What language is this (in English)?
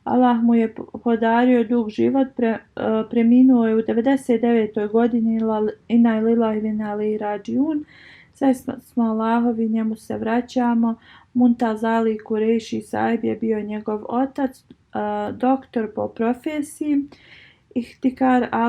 Bosnian